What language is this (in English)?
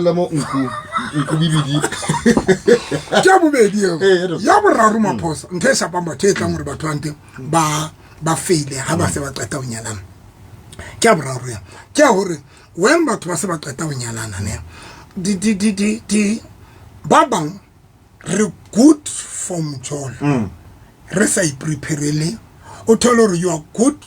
Southern Sotho